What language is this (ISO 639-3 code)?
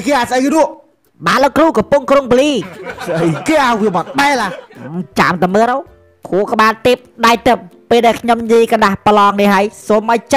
khm